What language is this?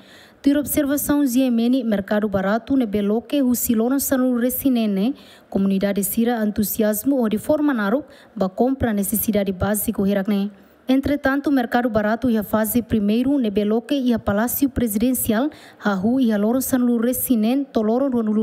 Tetum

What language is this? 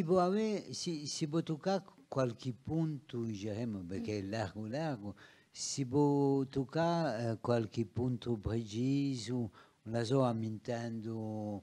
Corsican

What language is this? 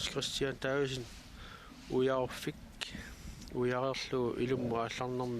Kalaallisut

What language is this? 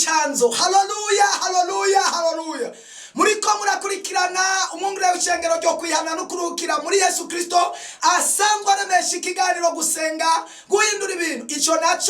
Rundi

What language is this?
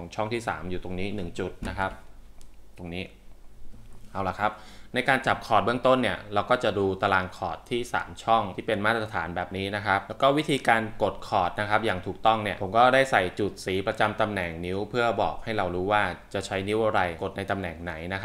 Thai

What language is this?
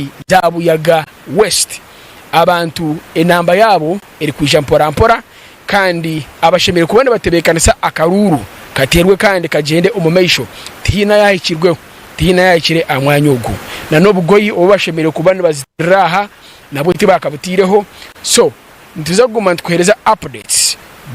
Nyankole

